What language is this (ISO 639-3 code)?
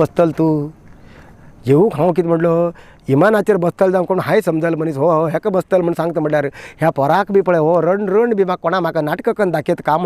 kok